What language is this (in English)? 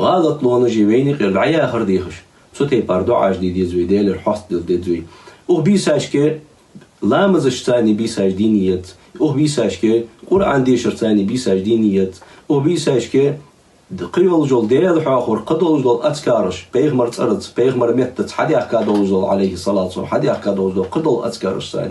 Ingush